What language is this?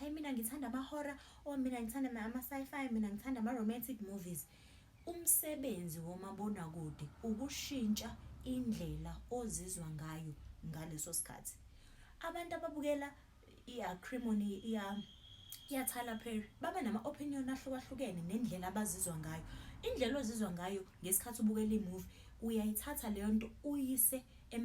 Zulu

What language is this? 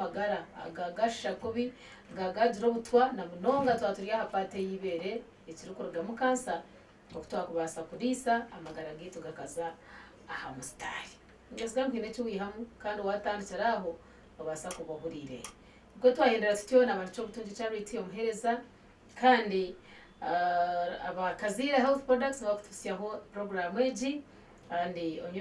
Nyankole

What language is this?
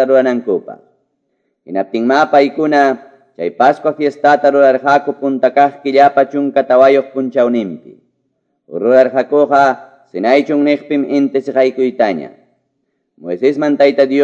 Ayacucho Quechua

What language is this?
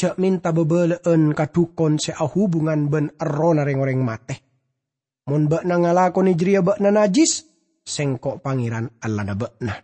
Madurese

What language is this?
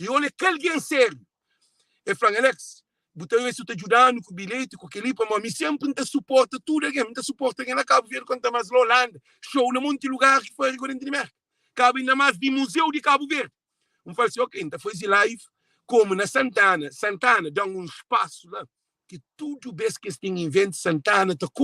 Kabuverdianu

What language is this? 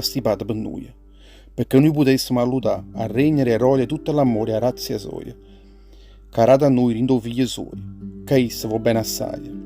Neapolitan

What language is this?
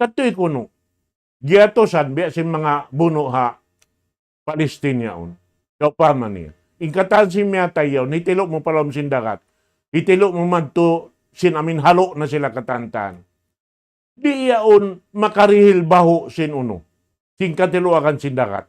Tausug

